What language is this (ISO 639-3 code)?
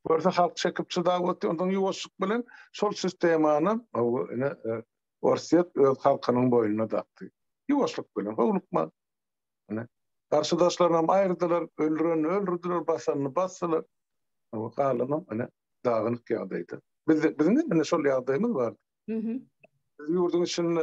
tuk